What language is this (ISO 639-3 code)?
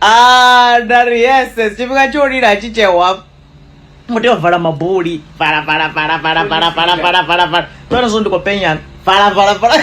ven